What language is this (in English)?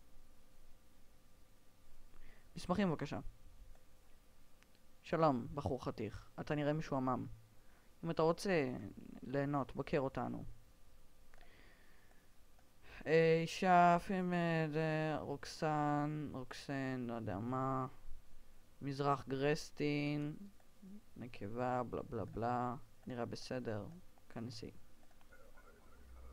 Hebrew